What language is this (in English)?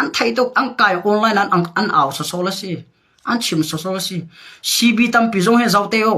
Hakha Chin